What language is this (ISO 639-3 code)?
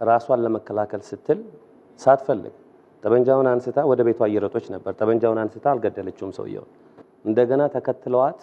amh